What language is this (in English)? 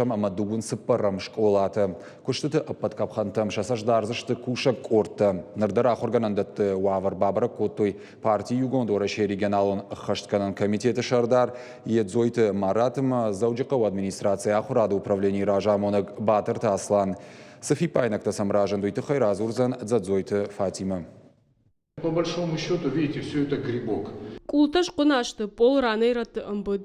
Ossetic